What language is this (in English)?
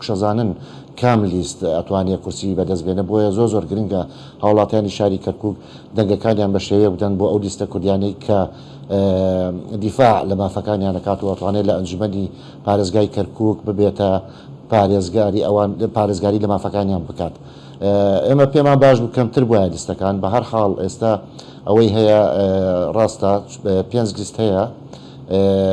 Central Kurdish